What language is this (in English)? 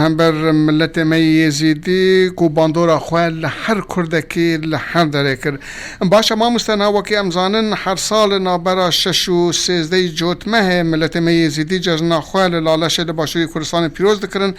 Kurdish